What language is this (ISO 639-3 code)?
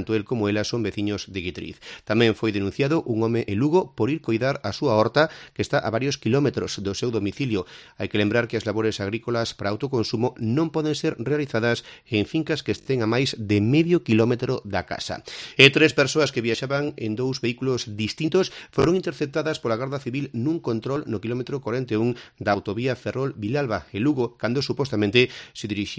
glg